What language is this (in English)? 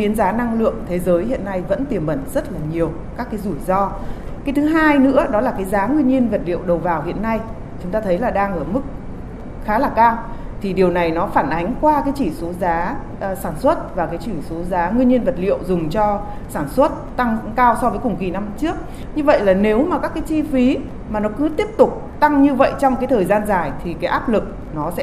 Vietnamese